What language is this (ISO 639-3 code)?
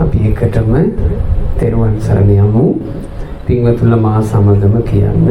sin